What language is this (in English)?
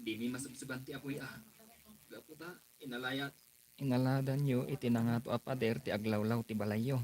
Iloko